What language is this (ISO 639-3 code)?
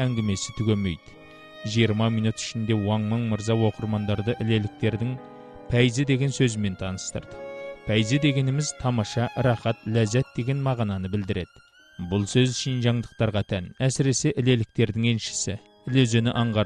kaz